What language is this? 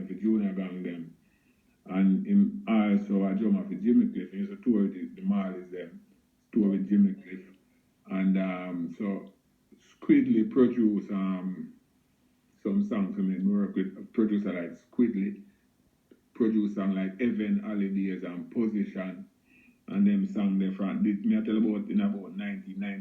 Jamaican Creole English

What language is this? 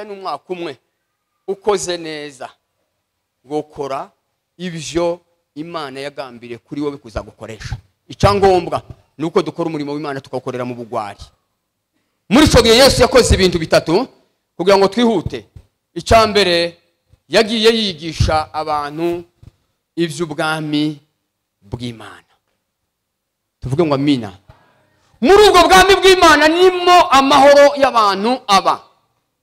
Kinyarwanda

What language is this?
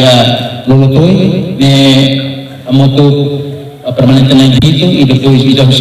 Tetum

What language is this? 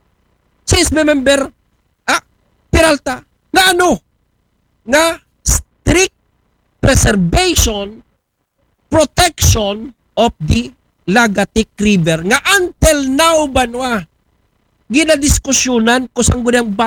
Aklanon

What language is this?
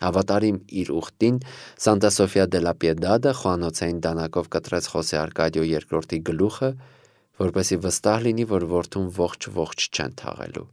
Armenian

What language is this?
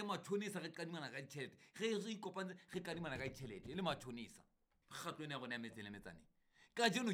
Southern Sotho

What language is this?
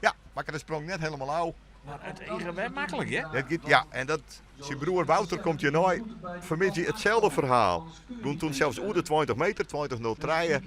Western Frisian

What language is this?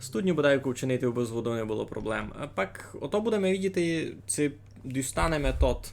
Rusyn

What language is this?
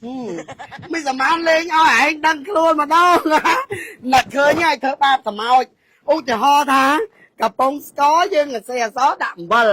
Khmer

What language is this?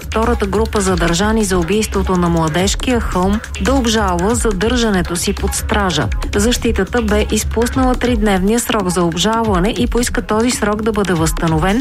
Bulgarian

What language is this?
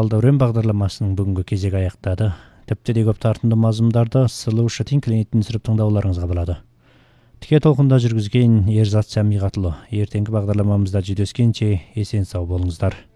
Kazakh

